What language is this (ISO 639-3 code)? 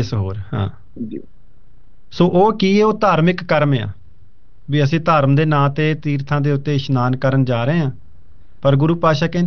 pan